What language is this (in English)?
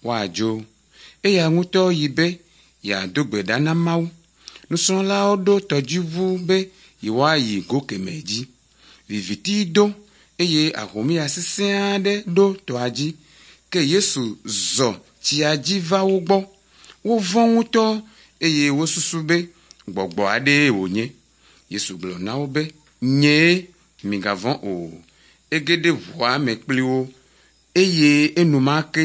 Ewe